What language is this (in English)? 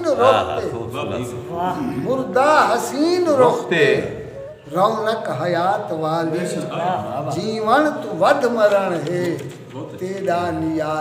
Saraiki